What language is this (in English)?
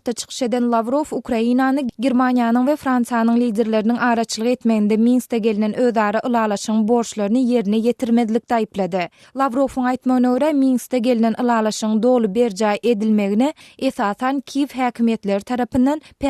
Turkmen